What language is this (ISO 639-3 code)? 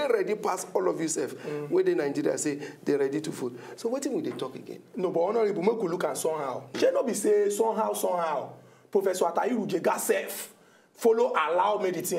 pcm